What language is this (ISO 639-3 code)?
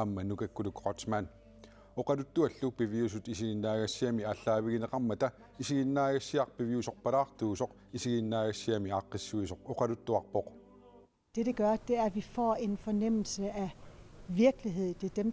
kal